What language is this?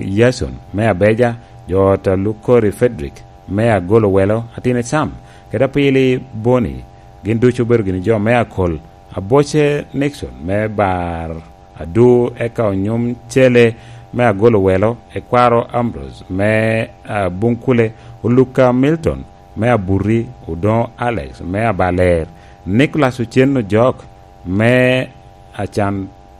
Lango (Uganda)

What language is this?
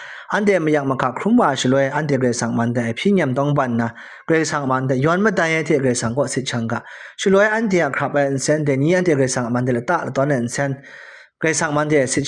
Kachin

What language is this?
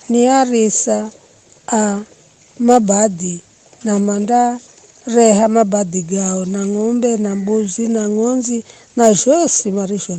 Giryama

